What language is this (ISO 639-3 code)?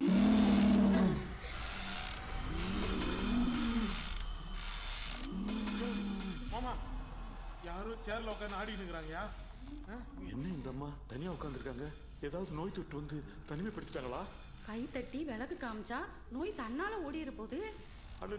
tam